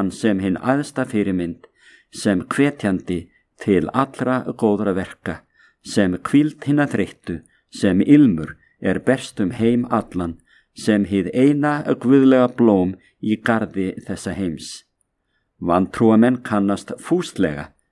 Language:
Icelandic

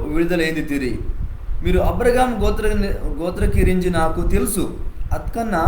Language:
Koya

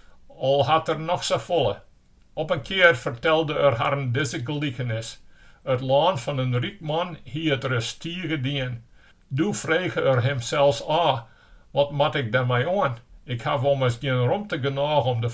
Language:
Western Frisian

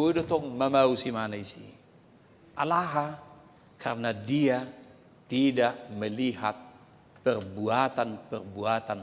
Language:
Batak Toba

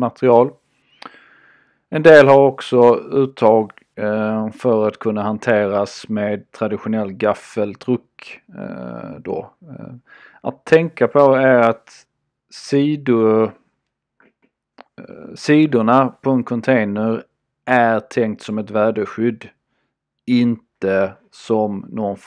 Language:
Swedish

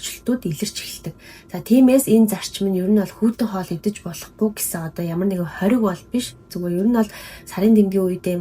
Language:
Mongolian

